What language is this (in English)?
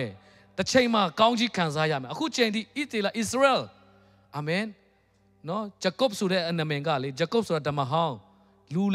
Burmese